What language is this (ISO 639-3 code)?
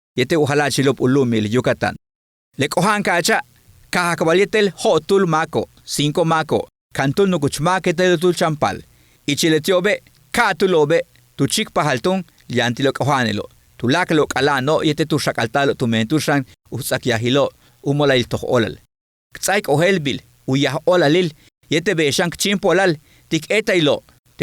yua